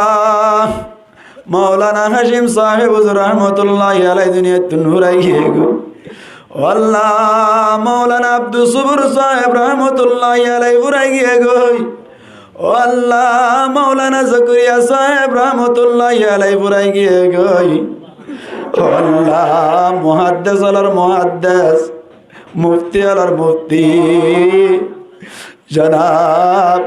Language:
Rohingya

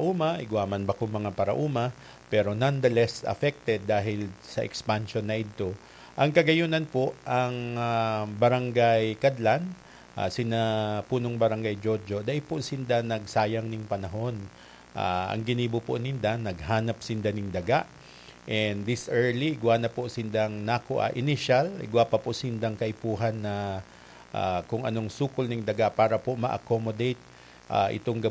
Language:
Bikol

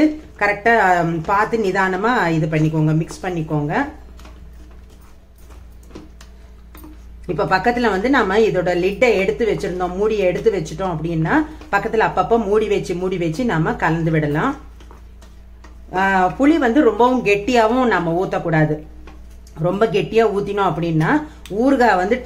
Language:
Tamil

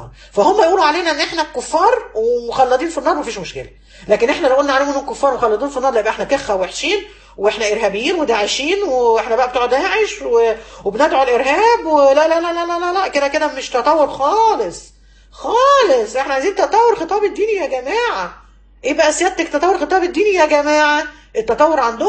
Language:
Egyptian Arabic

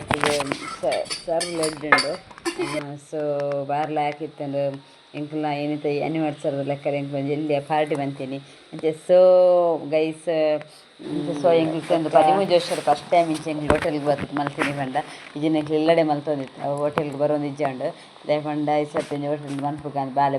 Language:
Tulu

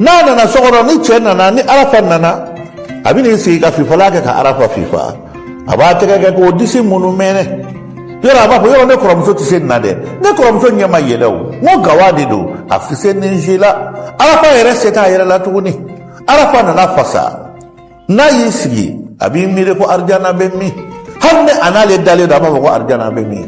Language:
Bambara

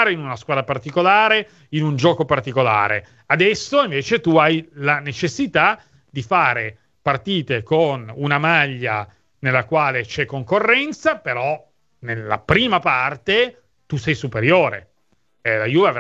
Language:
Italian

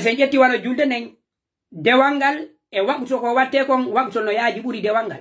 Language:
Pular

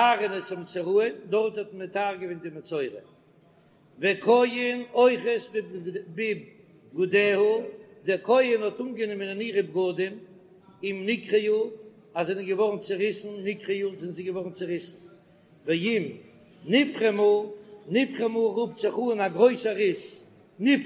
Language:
Yiddish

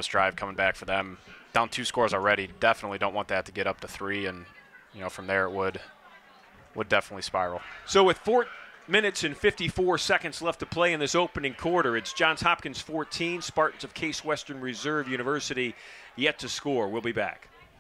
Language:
English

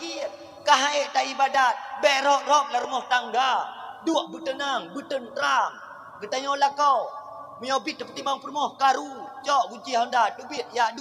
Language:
Achinese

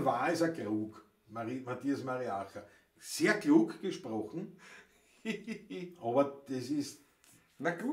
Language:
Bavarian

